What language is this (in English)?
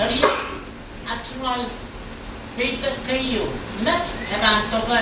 Pohnpeian